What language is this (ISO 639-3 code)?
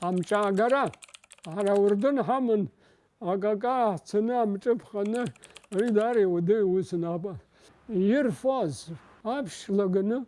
abk